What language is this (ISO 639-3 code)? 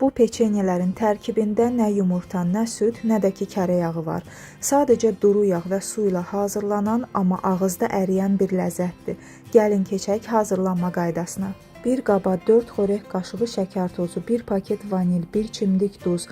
aze